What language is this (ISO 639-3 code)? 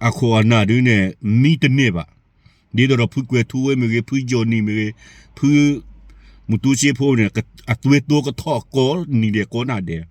ksw